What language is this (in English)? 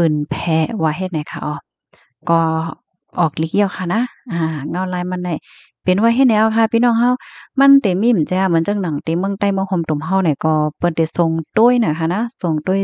Shan